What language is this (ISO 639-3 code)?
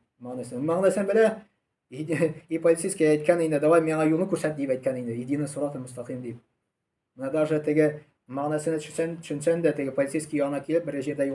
tat